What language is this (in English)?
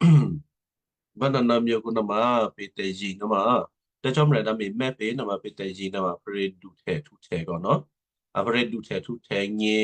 Western Kayah